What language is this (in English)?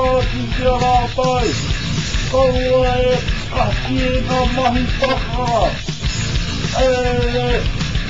Māori